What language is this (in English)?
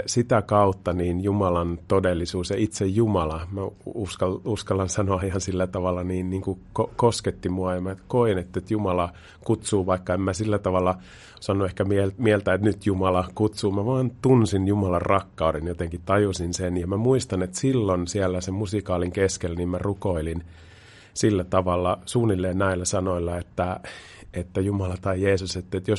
Finnish